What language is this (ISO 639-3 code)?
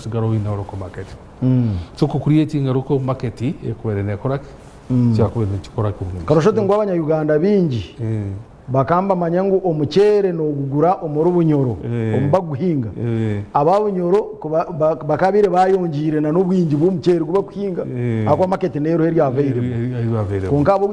nyn